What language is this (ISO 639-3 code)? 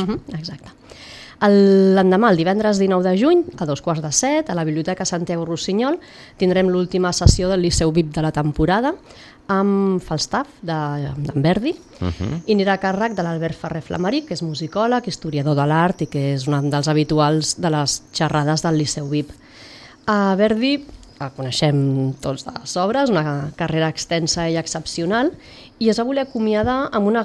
cat